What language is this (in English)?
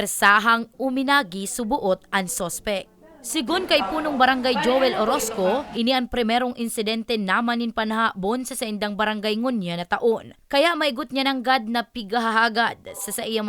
Bikol